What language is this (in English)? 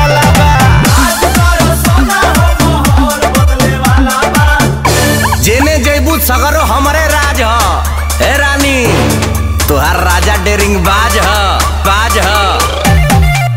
Bhojpuri